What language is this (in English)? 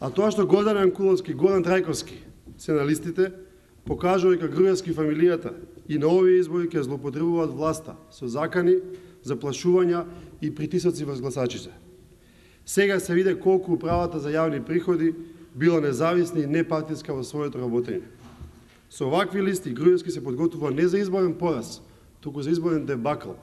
Macedonian